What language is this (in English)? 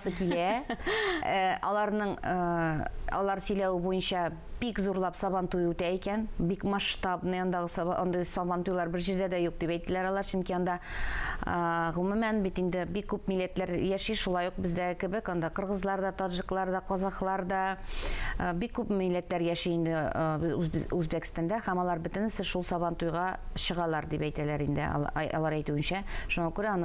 Tatar